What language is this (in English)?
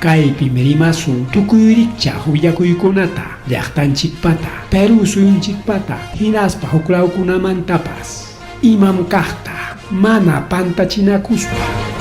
Ayacucho Quechua